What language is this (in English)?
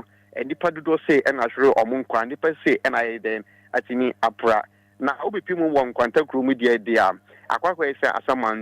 Akan